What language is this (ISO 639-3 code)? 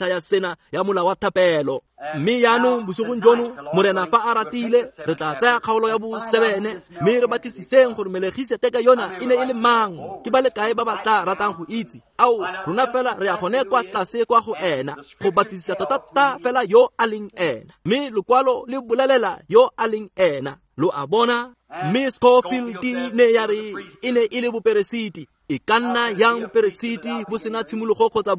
tsn